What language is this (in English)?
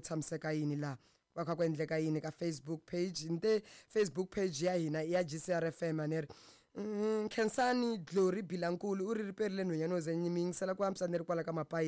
Tsonga